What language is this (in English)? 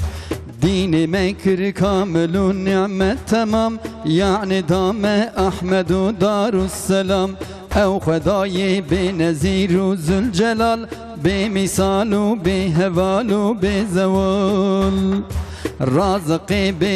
Kurdish